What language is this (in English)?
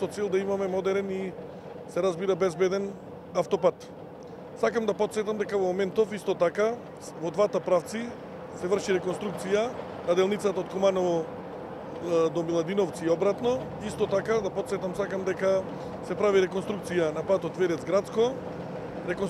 Macedonian